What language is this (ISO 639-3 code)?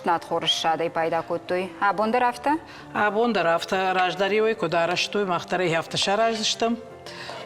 oss